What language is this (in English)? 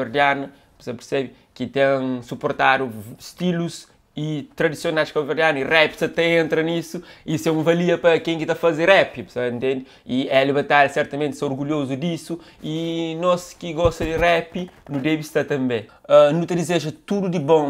Kabuverdianu